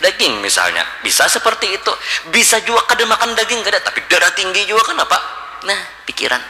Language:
Banjar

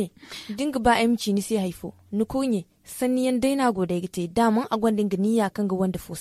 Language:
Zarma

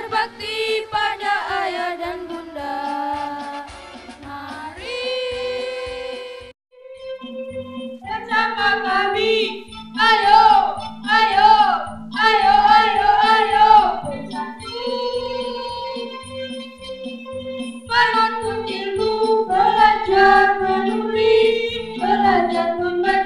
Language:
Indonesian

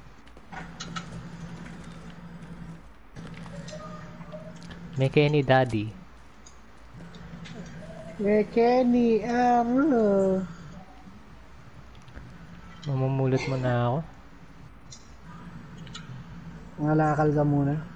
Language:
Filipino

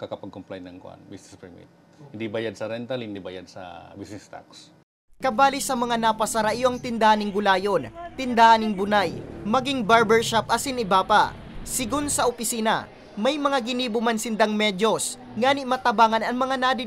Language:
Bikol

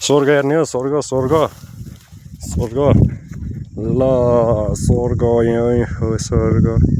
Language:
Nepali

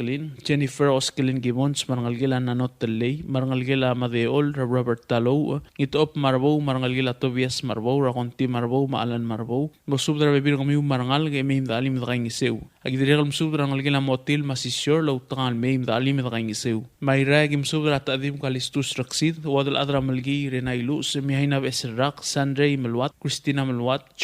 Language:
Palauan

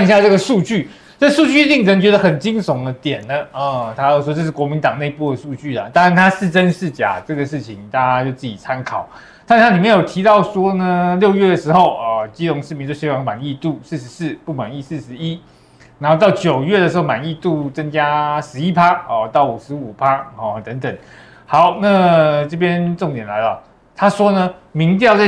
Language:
Chinese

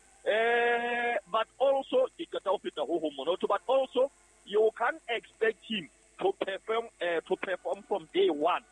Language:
Southern Sotho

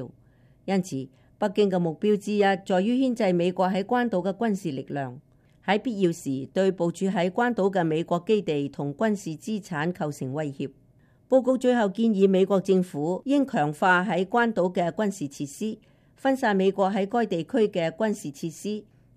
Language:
Cantonese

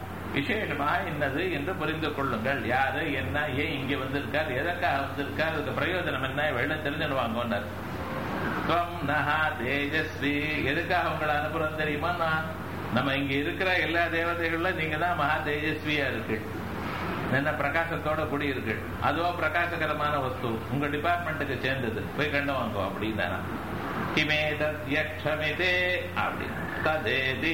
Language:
Tamil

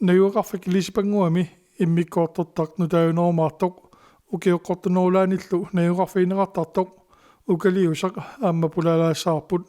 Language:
Kalaallisut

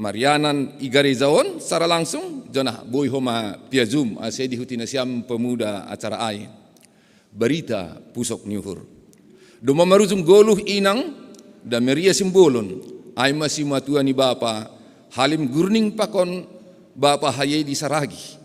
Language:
Batak Simalungun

